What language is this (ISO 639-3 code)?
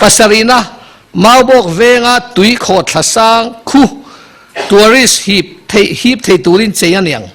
lus